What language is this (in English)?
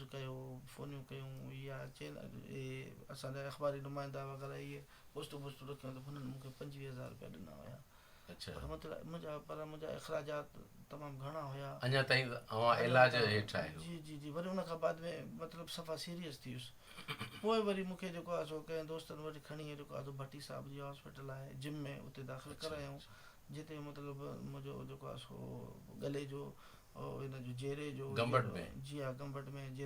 Sindhi